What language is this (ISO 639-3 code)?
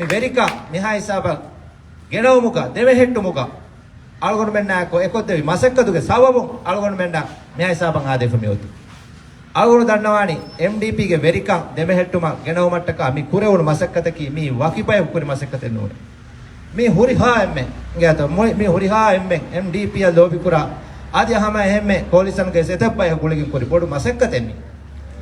div